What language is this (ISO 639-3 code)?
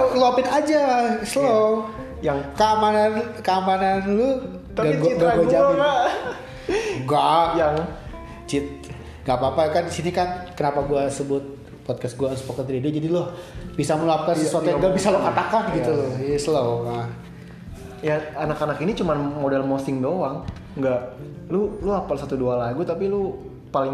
ind